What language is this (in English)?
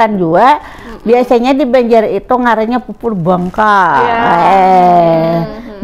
Banjar